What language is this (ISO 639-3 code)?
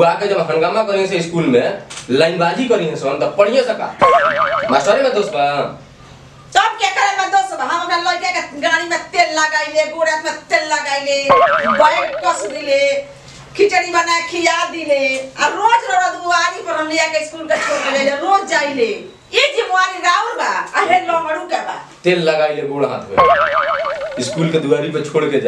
bho